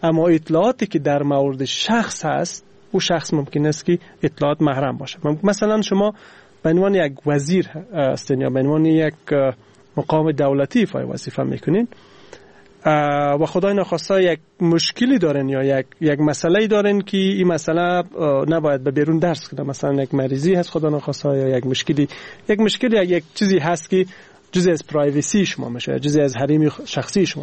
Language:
Persian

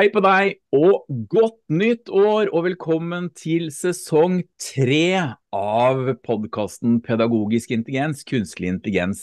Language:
Norwegian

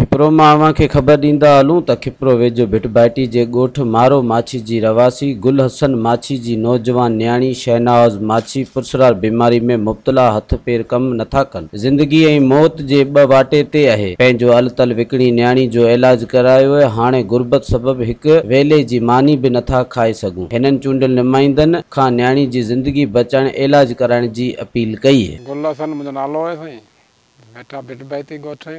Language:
Sindhi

